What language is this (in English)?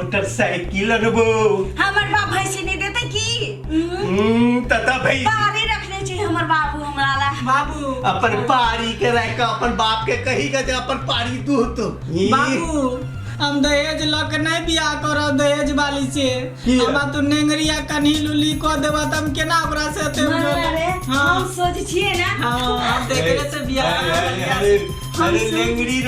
Maithili